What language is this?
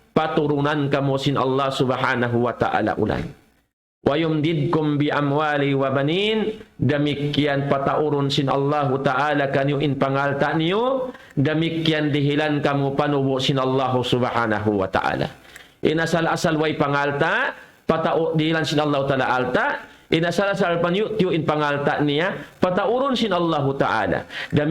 Tausug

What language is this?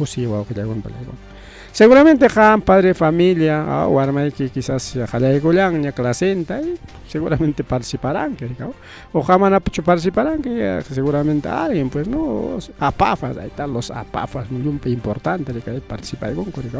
Ayacucho Quechua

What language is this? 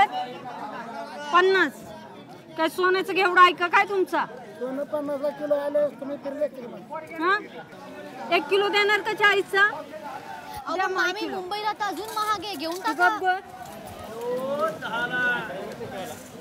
Marathi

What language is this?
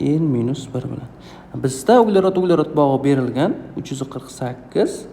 Uzbek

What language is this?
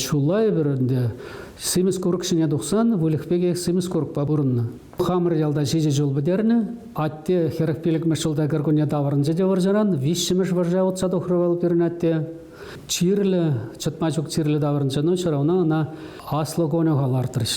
Chuvash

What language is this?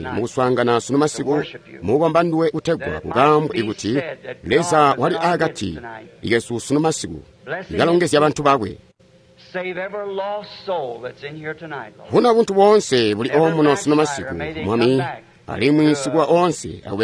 Tonga (Zambia)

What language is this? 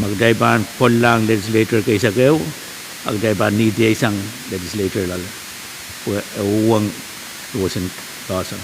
Pohnpeian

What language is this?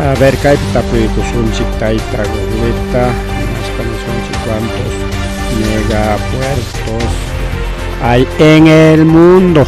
Ayacucho Quechua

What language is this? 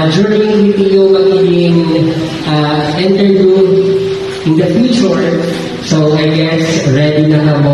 Waray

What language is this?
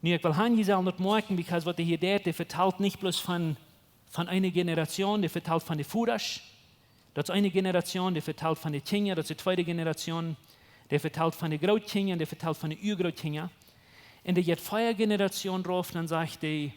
Plautdietsch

